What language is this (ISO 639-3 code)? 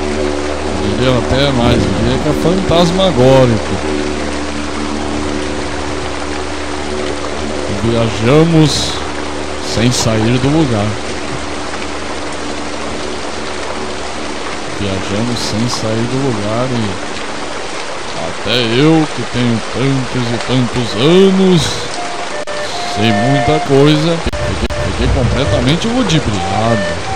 por